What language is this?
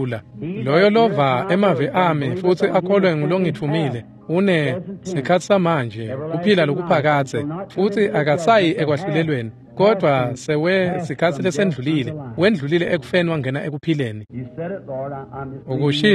Swati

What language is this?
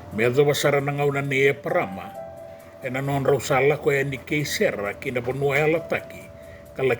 Fijian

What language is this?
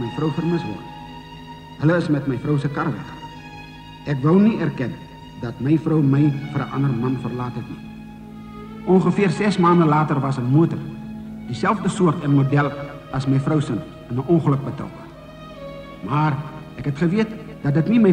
Afrikaans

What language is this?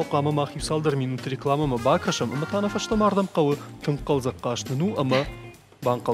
Ossetic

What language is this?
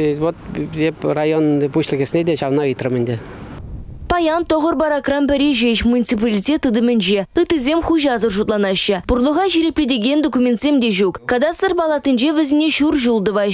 Chuvash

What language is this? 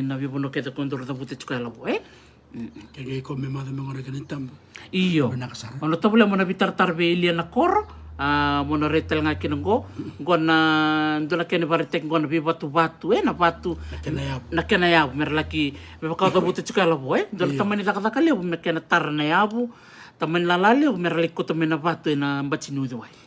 Fijian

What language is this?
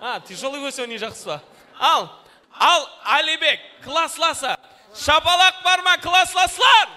Kara-Kalpak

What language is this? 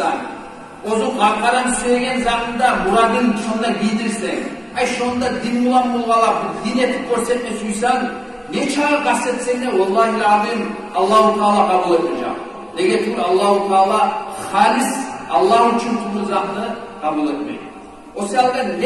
Kumyk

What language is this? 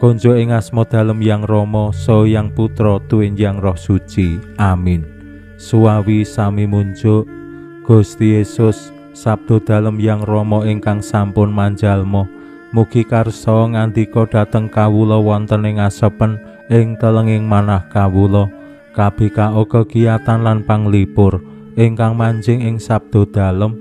Javanese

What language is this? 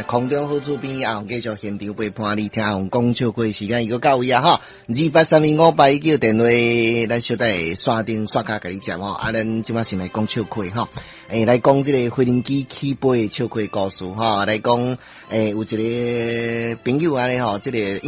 Min Nan Chinese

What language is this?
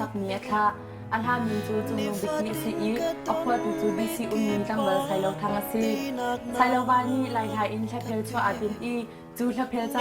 Hakha Chin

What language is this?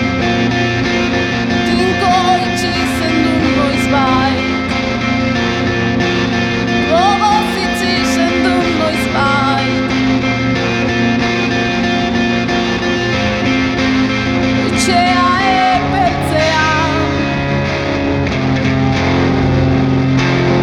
Basque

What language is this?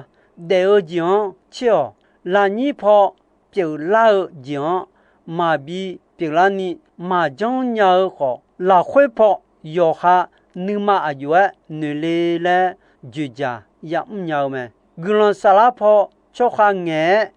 Akha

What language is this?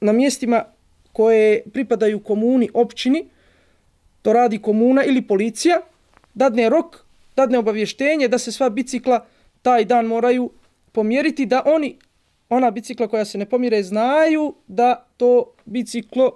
Bosnian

